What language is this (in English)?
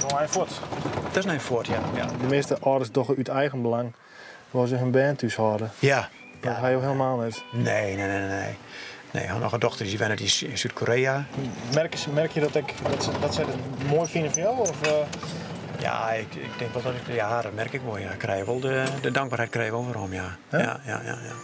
Western Frisian